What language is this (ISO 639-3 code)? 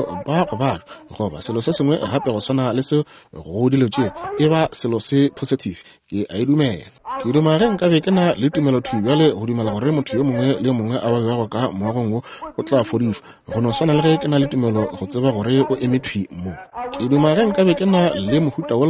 nso